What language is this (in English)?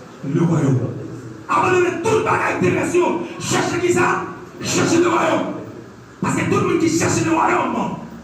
Haitian Creole